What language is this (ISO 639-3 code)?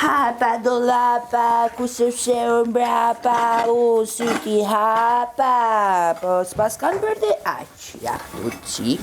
sqi